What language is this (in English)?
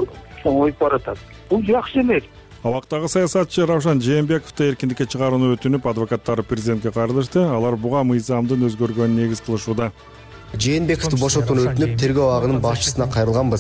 Kyrgyz